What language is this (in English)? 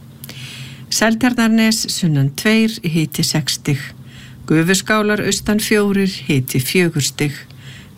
Icelandic